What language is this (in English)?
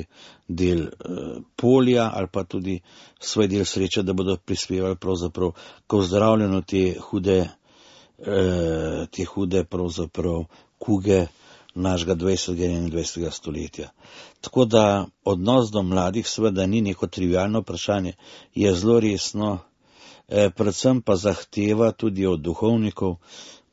Slovenian